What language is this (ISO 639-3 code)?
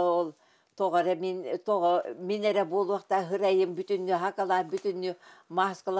sah